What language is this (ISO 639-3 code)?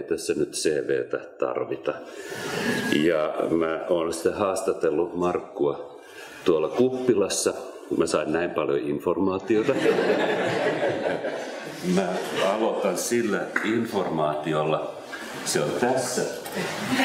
fin